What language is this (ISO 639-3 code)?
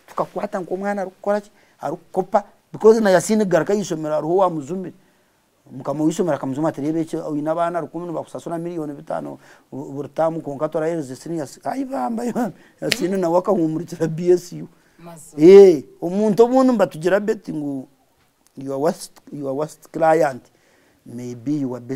nyn